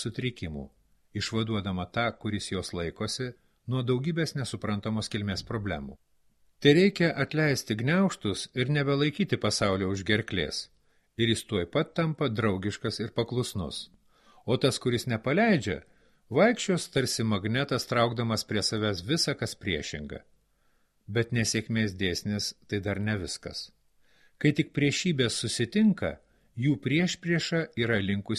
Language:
Lithuanian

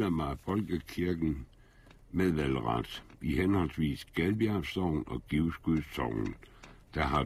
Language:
Danish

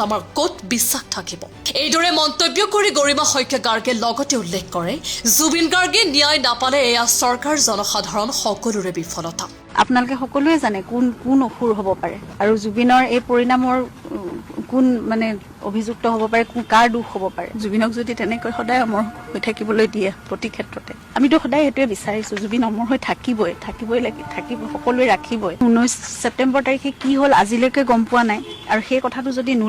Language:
Assamese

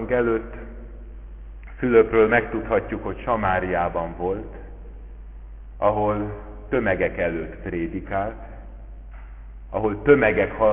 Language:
Hungarian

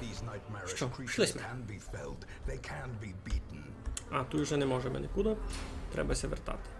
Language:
Rusyn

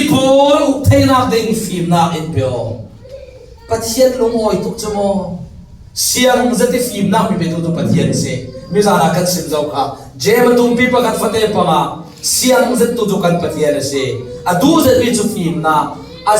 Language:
Falam Chin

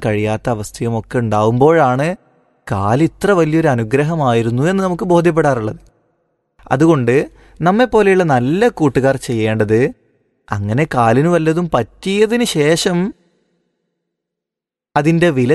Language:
Malayalam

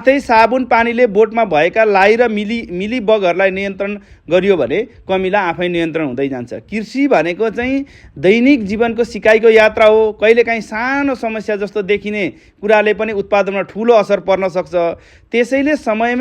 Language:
Nepali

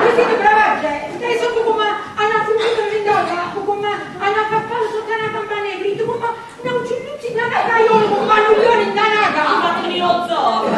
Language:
Neapolitan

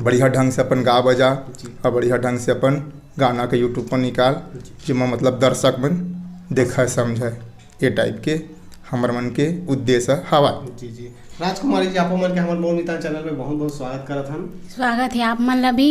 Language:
Chhattisgarhi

